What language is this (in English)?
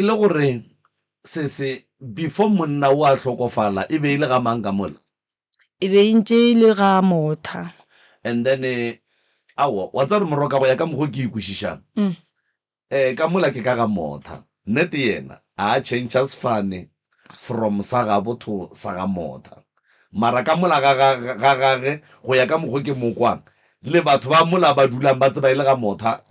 Northern Sotho